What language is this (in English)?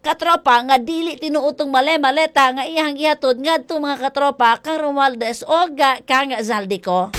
Cebuano